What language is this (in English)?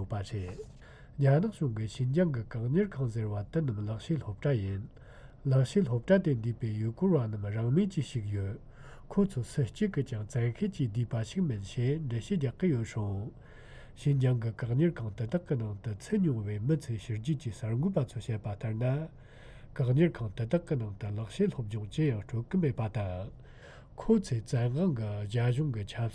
Tibetan